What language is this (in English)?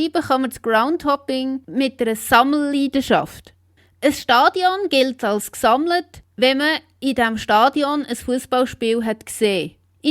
Swiss German